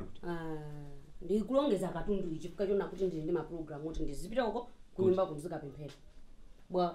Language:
Nyanja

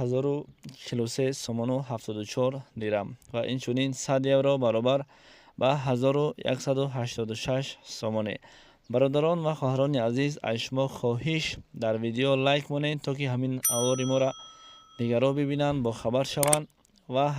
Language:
Tajik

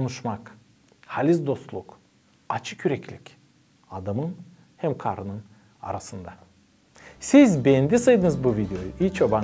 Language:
Gagauz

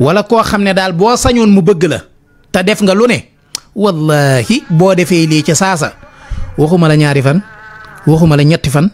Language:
Wolof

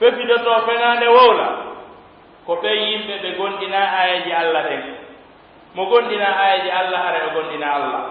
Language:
Pular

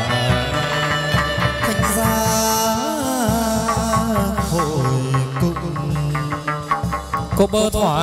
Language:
Vietnamese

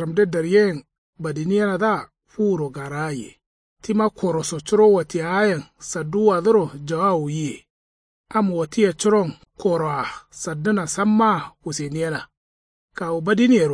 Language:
Kanuri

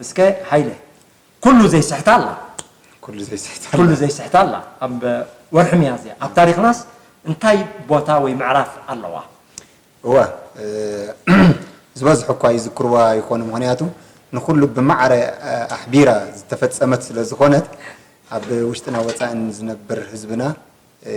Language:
Tigrinya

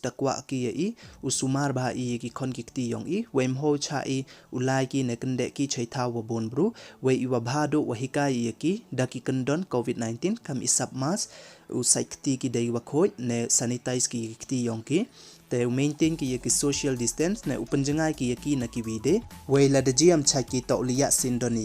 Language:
Pnar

